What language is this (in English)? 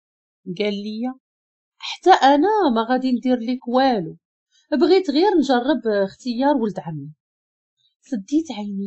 Moroccan Arabic